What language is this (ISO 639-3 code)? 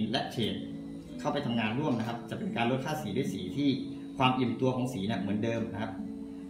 tha